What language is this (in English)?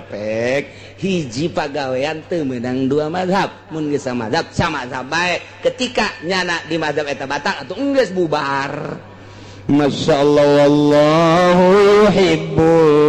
Sundanese